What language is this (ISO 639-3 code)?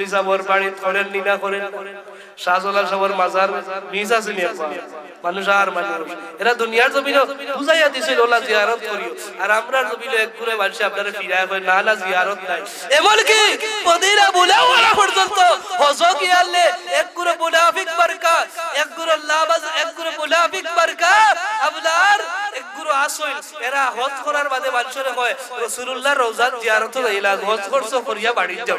syl